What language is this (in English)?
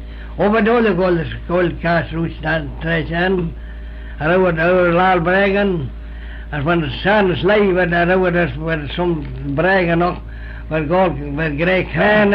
Manx